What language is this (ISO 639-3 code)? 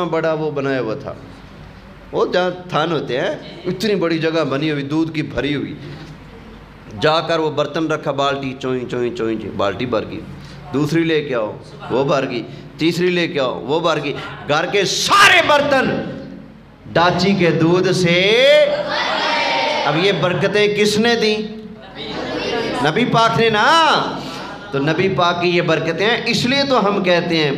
urd